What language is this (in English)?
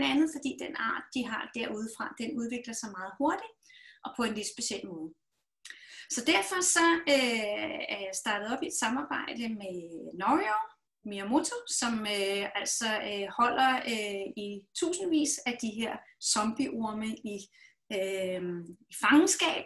Danish